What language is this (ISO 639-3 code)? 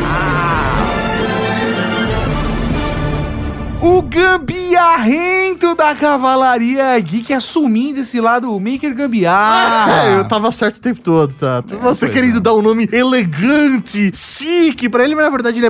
por